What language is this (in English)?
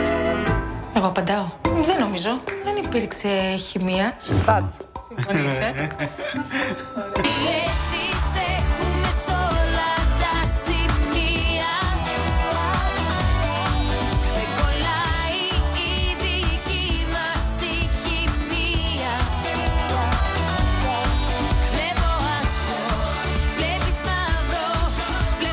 Greek